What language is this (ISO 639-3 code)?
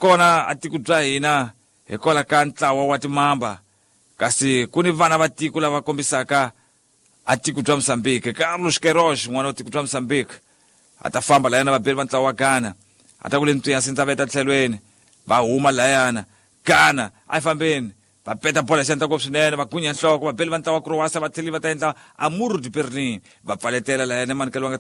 tso